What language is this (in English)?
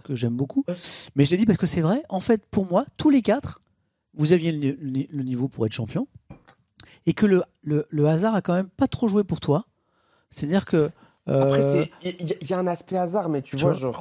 French